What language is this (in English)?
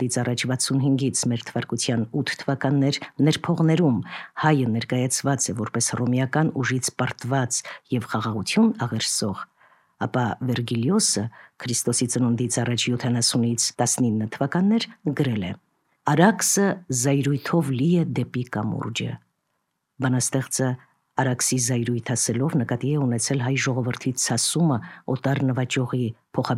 Armenian